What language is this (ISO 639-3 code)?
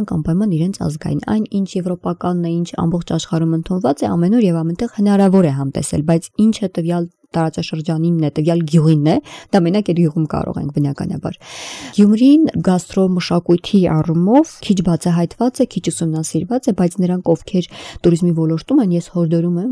hye